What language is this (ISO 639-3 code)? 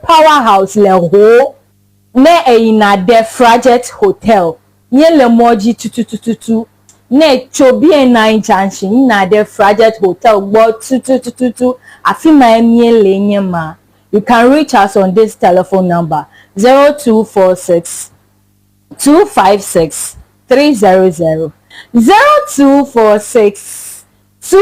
ewe